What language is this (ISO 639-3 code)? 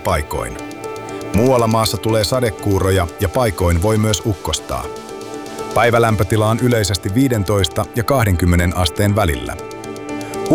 fin